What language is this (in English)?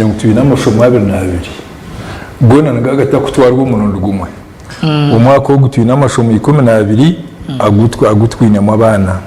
Nyankole